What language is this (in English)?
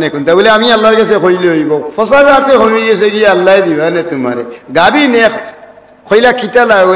Sylheti